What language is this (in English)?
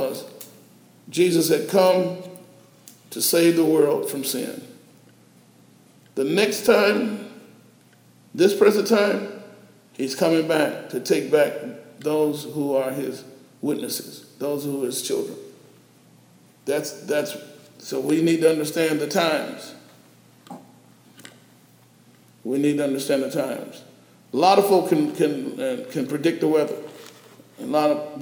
English